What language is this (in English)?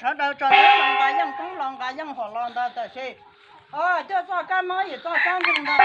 Hmong